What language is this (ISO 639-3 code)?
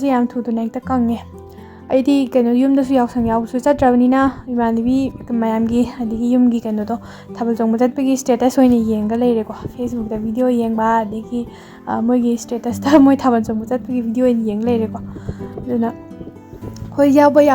mni